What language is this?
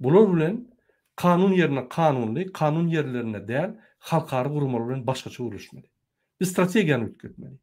Turkmen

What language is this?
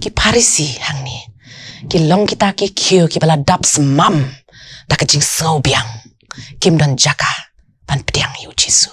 Khasi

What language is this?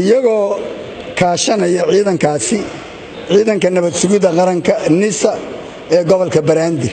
Somali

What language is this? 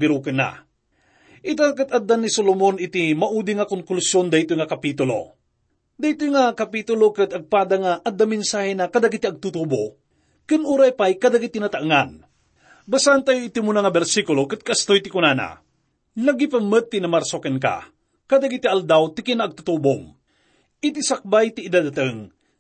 Iloko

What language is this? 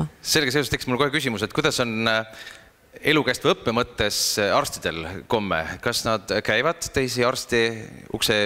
Estonian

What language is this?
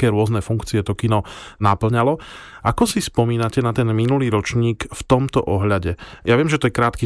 Slovak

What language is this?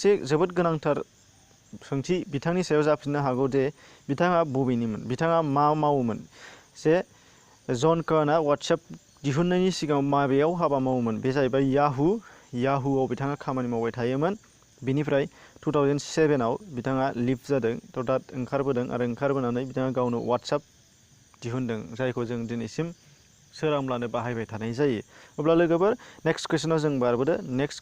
Bodo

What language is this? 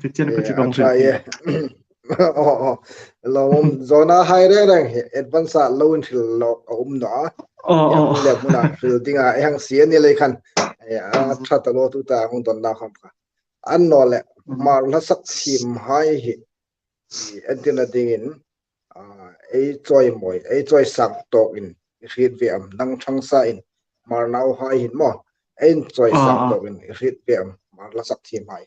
Hmar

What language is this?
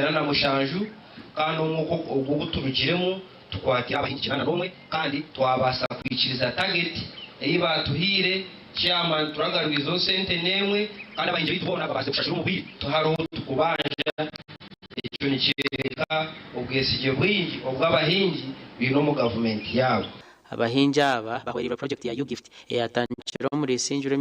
Nyankole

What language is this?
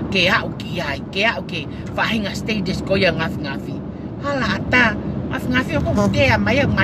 Tongan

